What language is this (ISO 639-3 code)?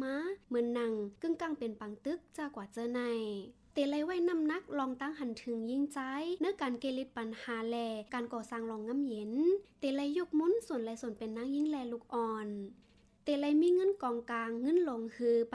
shn